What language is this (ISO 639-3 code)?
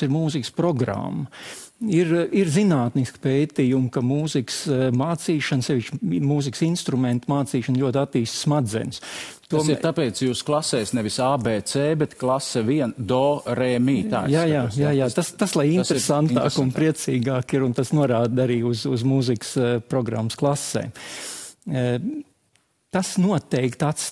lav